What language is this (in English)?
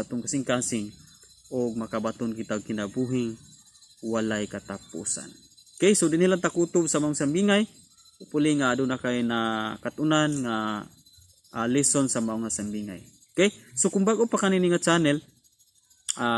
Cebuano